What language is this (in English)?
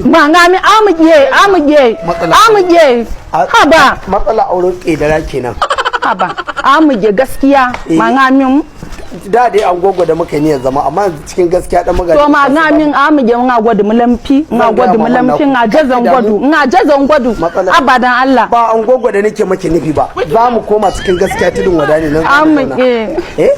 Hausa